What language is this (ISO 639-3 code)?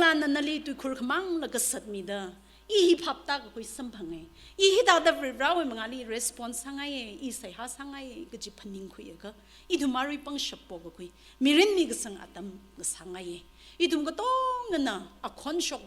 nmf